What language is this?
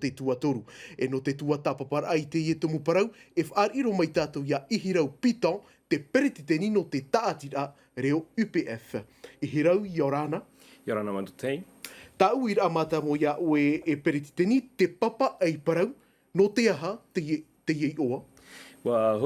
Tahitian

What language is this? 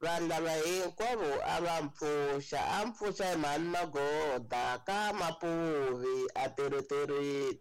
Tsonga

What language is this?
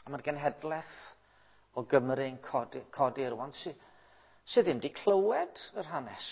Welsh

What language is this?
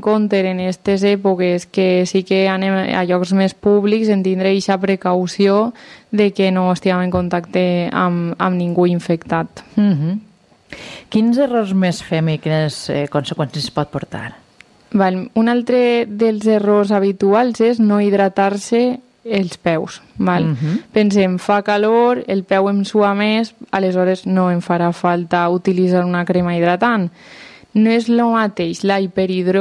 Catalan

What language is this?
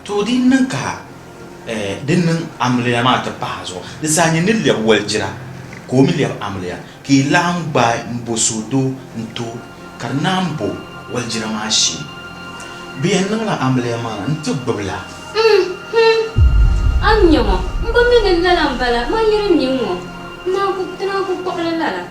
Dagbani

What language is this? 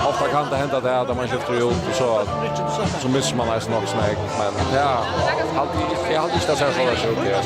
Faroese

